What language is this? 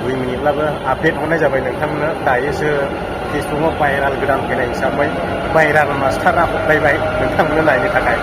Bodo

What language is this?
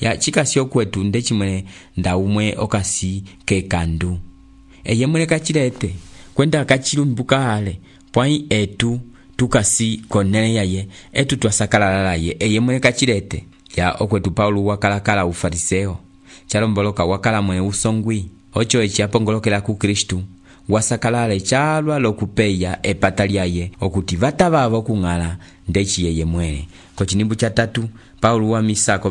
Umbundu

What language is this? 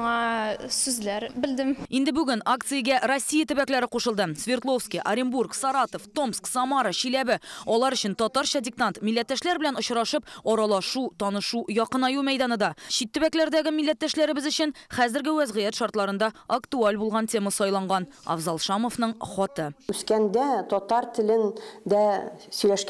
Tatar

